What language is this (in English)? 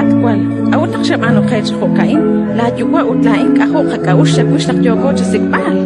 Kekchí